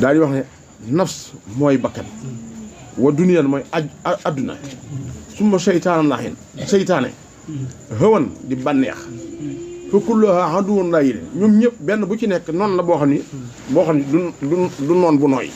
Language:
Wolof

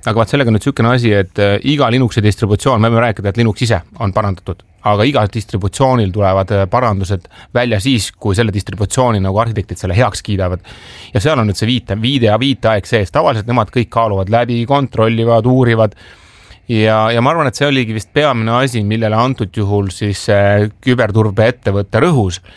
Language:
Estonian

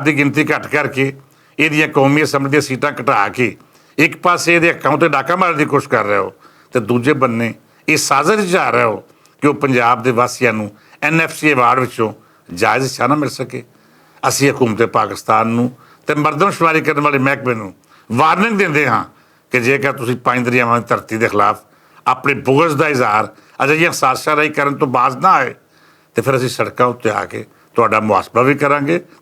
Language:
Western Panjabi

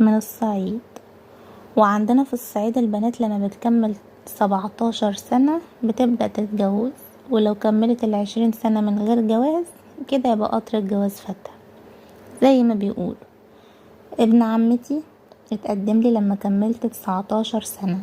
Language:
Egyptian Arabic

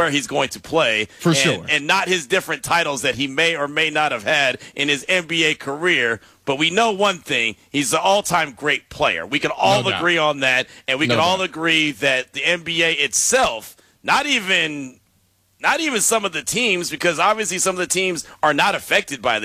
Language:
English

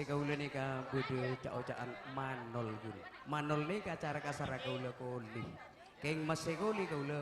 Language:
Madurese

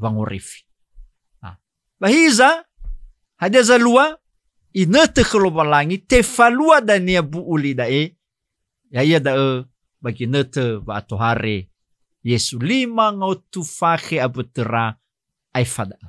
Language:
Nias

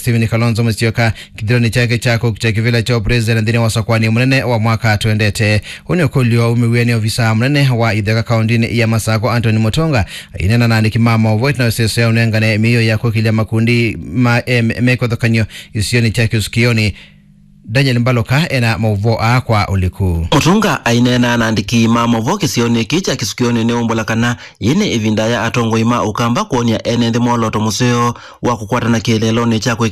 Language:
Kamba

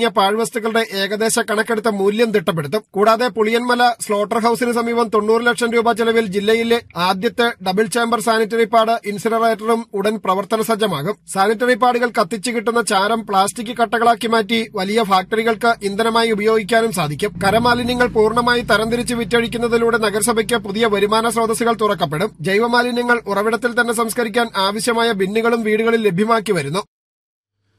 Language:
Malayalam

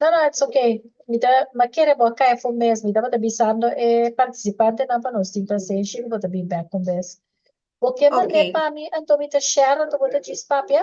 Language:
Papiamento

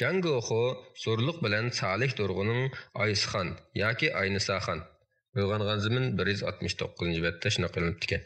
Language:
Uyghur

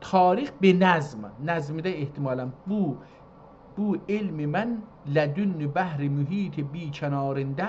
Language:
South Azerbaijani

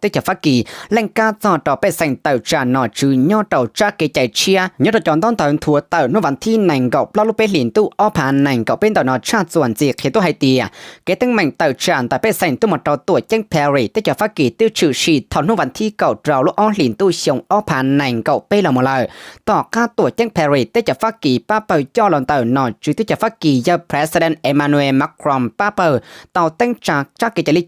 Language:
Hmong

